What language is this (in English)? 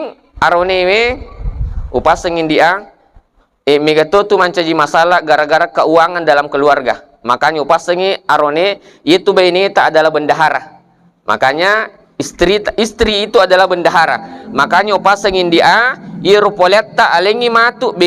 Buginese